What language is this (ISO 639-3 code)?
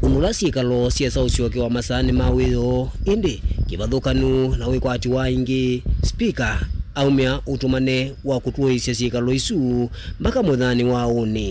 kam